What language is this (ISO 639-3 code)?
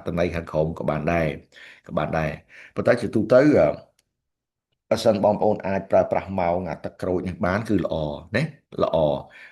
khm